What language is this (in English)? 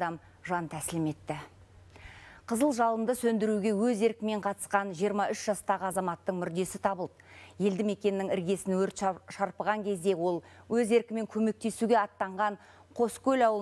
Kazakh